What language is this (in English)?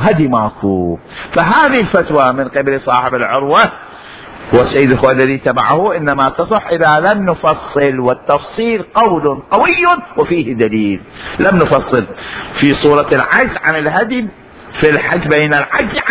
Mesopotamian Arabic